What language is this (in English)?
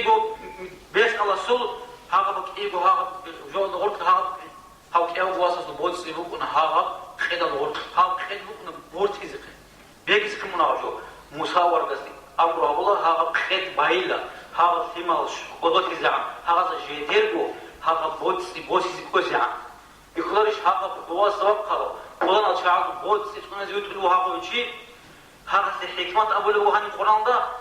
Avaric